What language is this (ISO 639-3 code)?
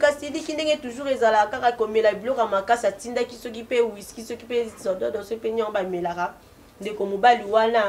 lin